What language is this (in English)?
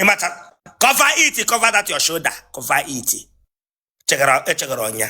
Igbo